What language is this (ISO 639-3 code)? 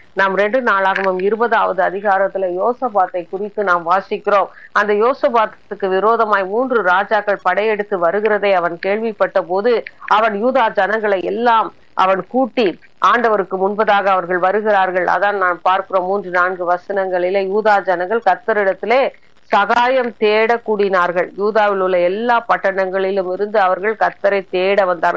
tam